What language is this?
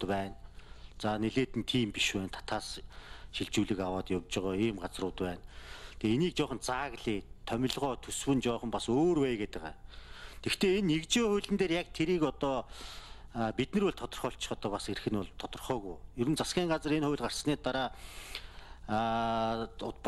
Mongolian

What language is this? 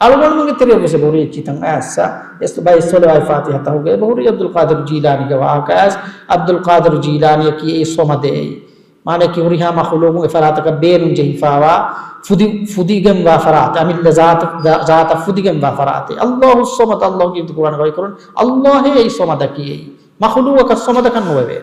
Divehi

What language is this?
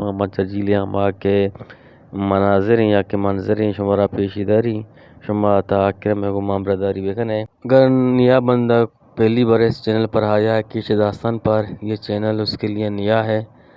Eastern Balochi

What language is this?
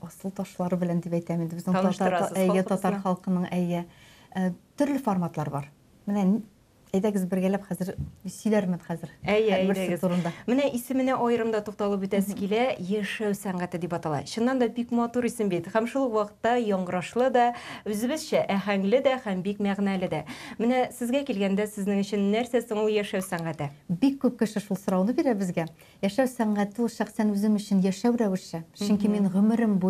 Tatar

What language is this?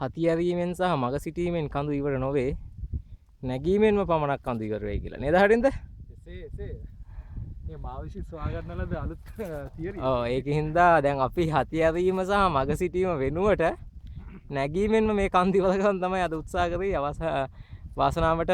Sinhala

